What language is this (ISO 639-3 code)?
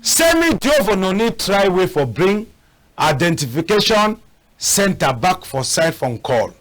wes